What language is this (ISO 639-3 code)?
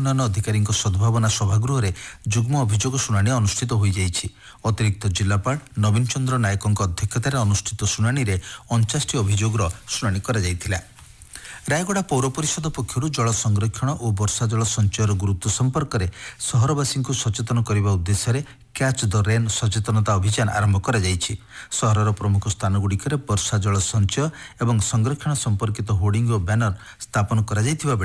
ori